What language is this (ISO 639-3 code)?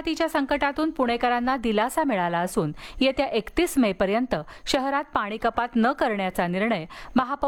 mar